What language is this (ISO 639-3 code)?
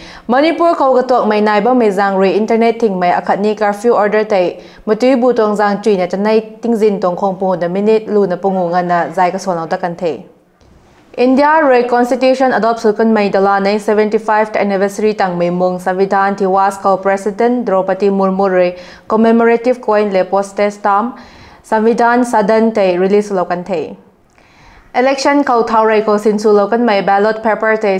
nbu